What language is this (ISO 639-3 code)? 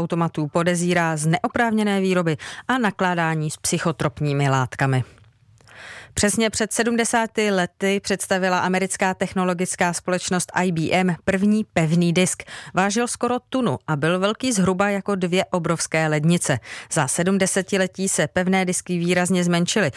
ces